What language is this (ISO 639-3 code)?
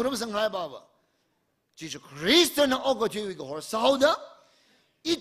nmf